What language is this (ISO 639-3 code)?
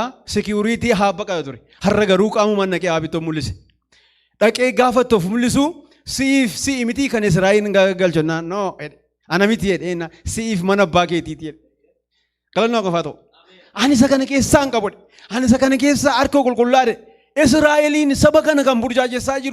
orm